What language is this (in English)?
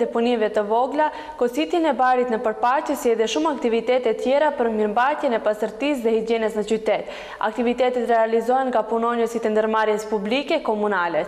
Albanian